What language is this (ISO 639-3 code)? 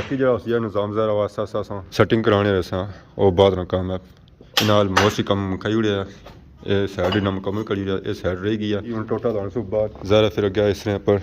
phr